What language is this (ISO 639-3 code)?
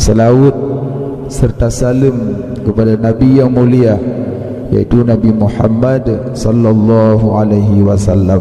ace